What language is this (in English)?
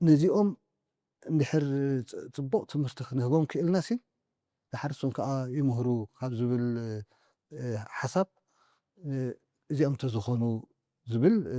Tigrinya